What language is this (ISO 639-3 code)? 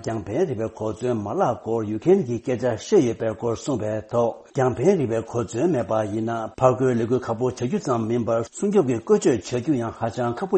bod